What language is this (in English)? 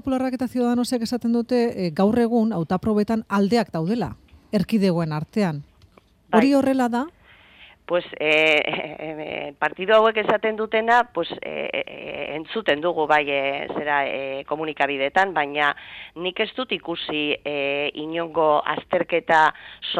Basque